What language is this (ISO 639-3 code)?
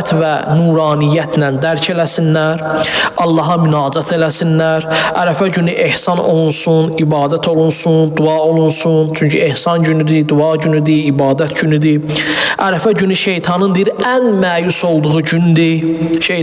aze